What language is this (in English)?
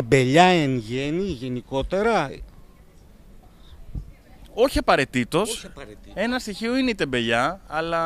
Greek